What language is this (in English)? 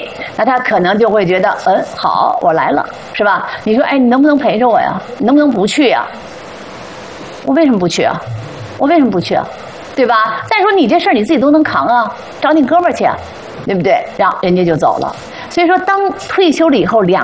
Chinese